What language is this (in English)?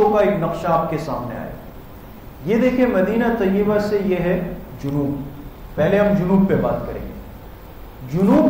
Urdu